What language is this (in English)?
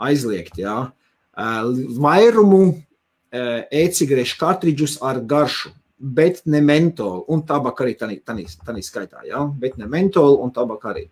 Latvian